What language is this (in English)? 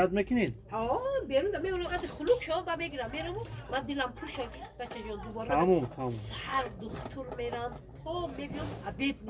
Tajik